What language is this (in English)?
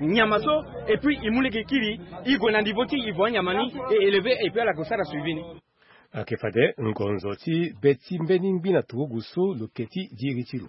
Sango